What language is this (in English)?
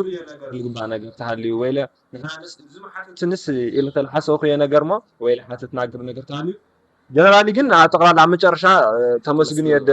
Tigrinya